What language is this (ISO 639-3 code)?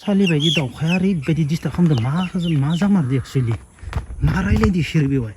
brx